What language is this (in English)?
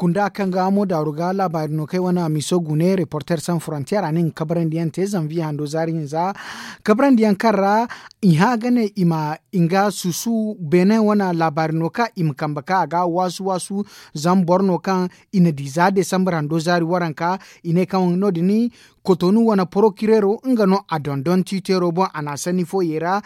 Zarma